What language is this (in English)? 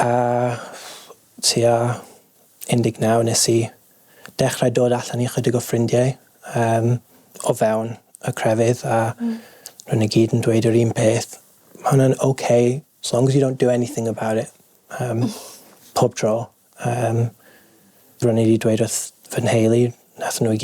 Welsh